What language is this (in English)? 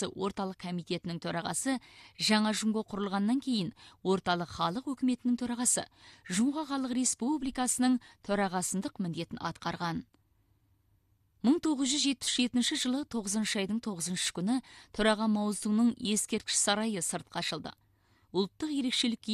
Kazakh